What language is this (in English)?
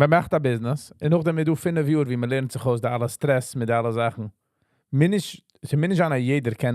Yiddish